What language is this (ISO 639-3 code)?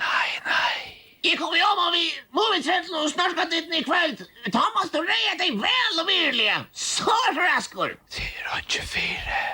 fao